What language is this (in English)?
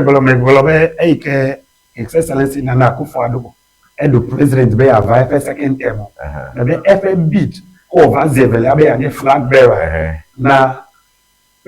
Ewe